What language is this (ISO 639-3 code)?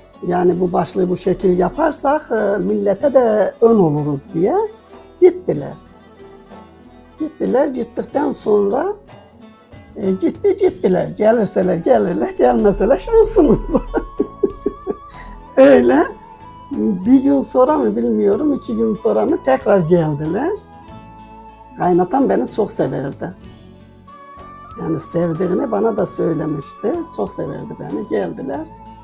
tur